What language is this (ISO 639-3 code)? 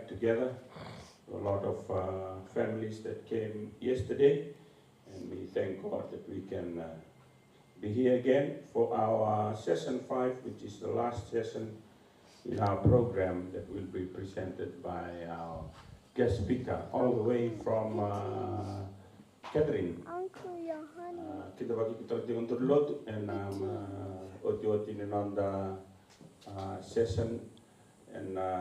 fij